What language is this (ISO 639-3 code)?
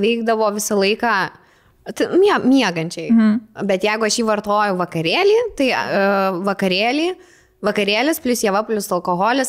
lit